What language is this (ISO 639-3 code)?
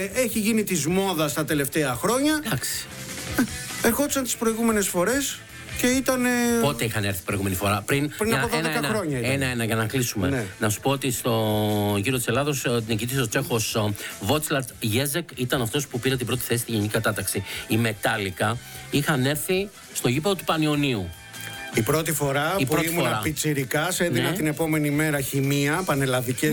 ell